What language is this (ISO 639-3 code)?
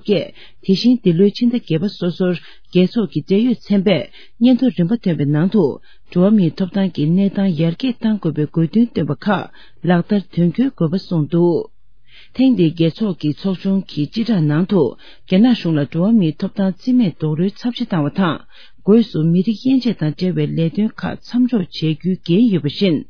bod